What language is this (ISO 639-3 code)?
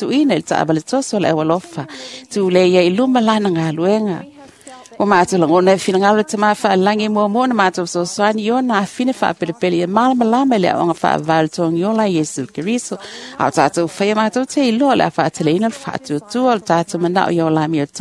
smo